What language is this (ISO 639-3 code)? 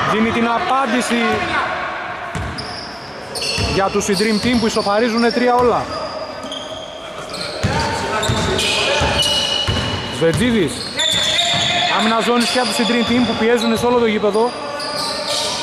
ell